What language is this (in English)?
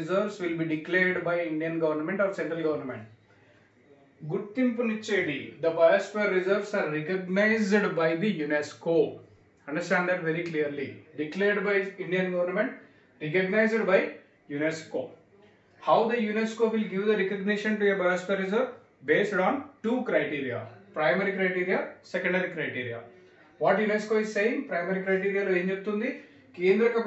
Telugu